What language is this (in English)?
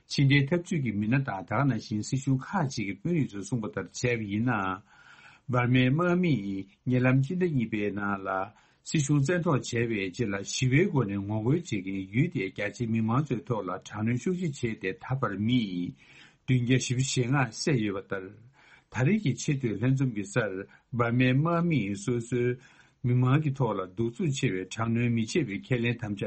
Tibetan